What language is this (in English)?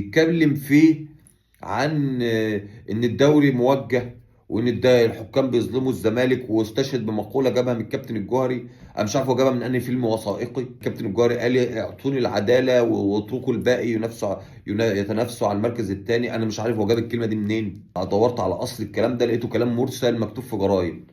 Egyptian Arabic